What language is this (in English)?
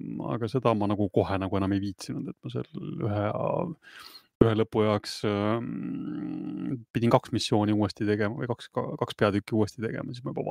Estonian